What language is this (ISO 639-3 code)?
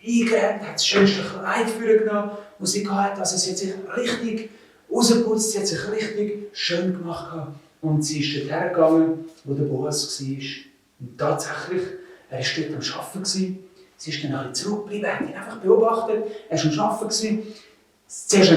gsw